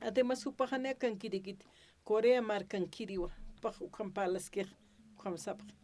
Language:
Aymara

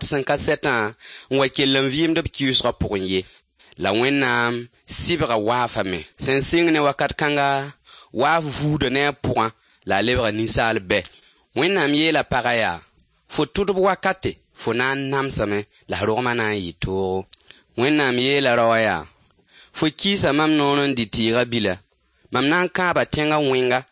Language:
Mossi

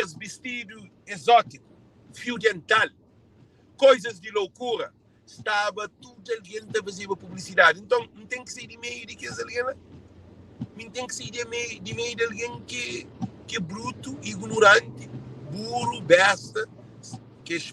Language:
Kabuverdianu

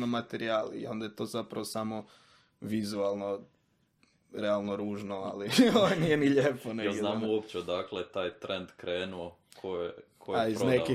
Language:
Croatian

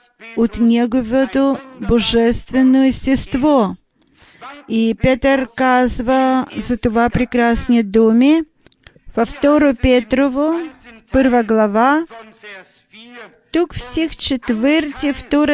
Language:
Bulgarian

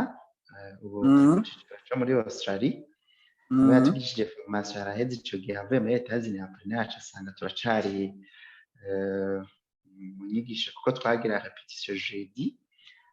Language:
Rundi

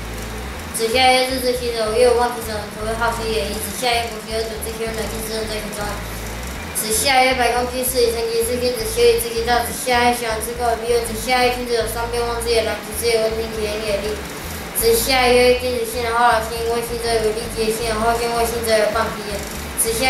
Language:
Literary Chinese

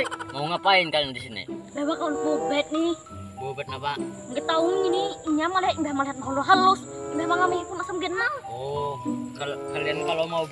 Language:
Banjar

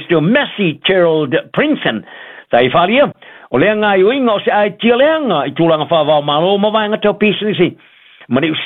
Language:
Samoan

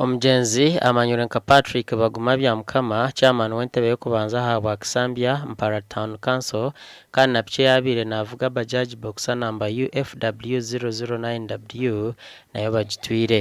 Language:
Nyankole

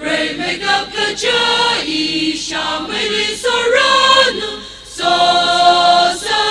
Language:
Tangkhul Naga (India)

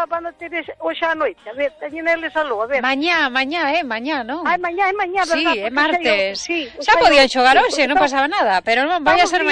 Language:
Galician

